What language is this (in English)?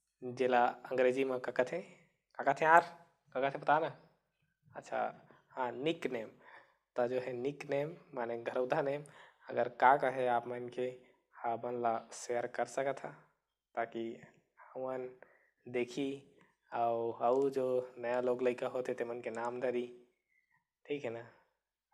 Chhattisgarhi